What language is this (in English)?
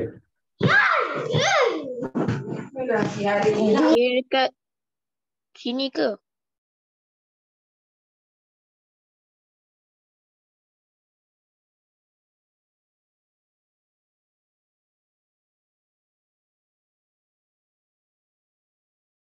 Malay